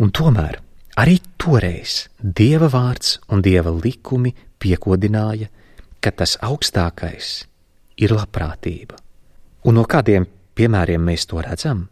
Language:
Latvian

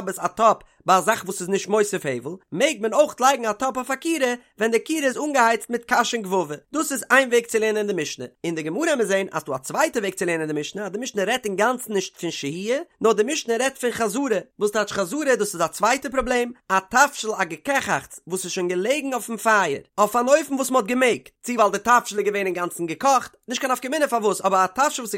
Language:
Yiddish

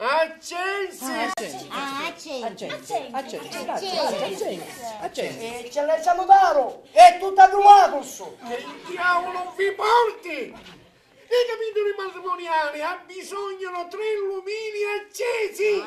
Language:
Sicilian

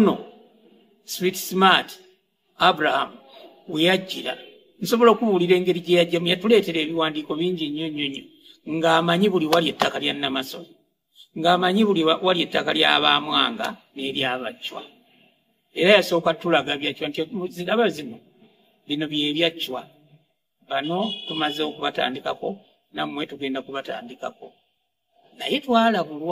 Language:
Ganda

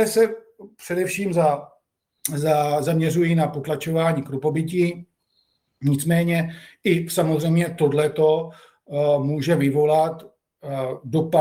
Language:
Czech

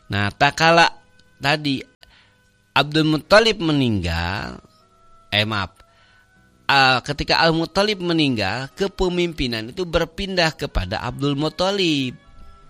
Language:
Indonesian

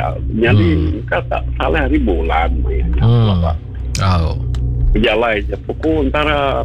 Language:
Malay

